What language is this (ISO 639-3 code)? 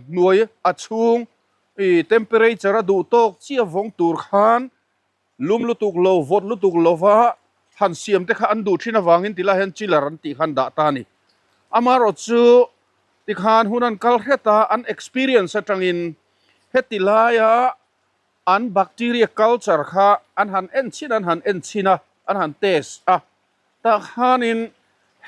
lus